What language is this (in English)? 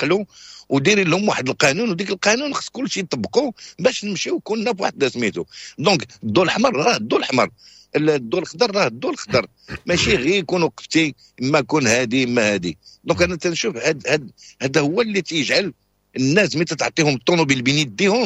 Moroccan Arabic